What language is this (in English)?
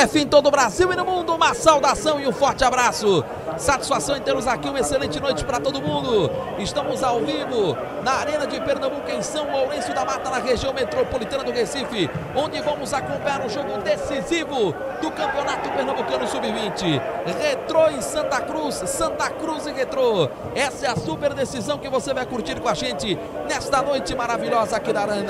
Portuguese